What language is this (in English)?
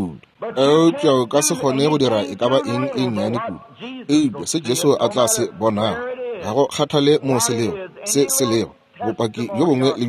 Northern Sotho